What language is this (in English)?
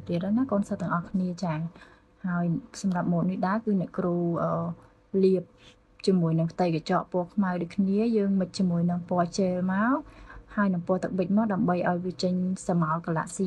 Khmer